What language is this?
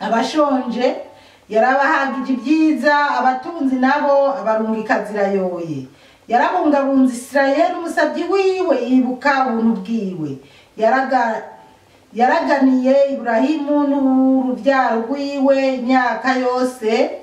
Rundi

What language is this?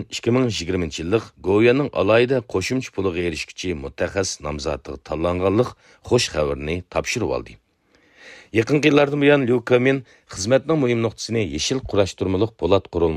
Uyghur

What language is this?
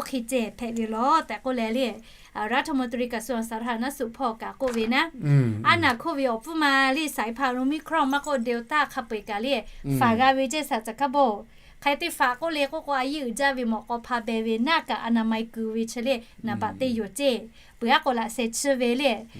Lahu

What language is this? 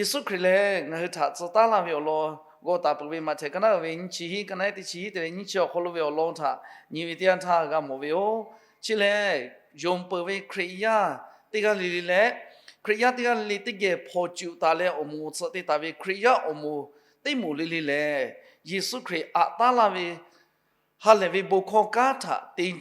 Lahu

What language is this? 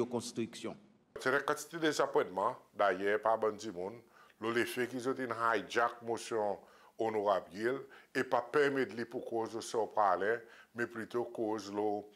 Seselwa Creole French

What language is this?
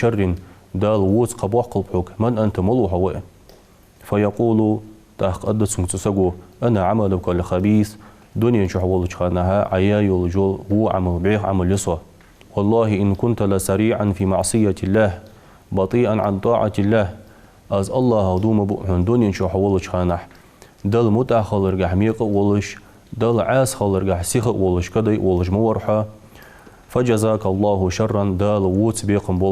Ingush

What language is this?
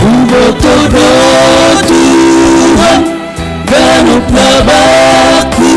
Batak Simalungun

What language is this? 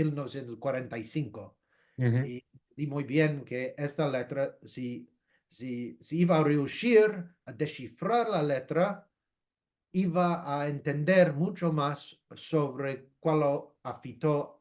Ladino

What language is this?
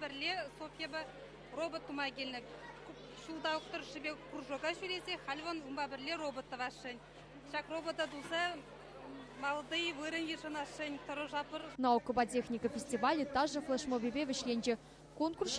Chuvash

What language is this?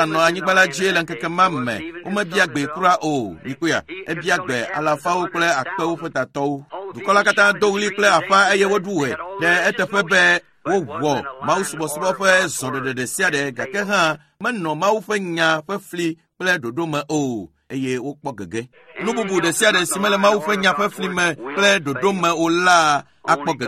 Ewe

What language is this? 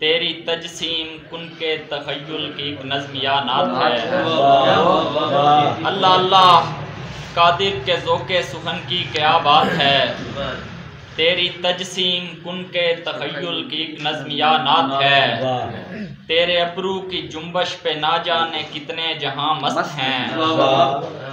Urdu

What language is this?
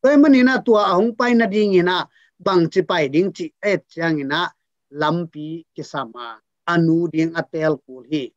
Tedim Chin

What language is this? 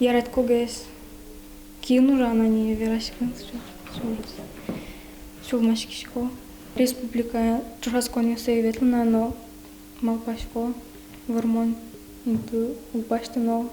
Udmurt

